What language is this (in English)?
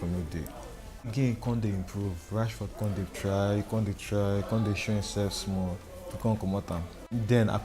Nigerian Pidgin